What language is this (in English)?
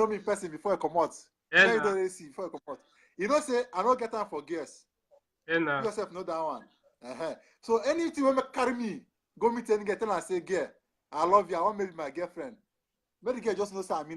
Nigerian Pidgin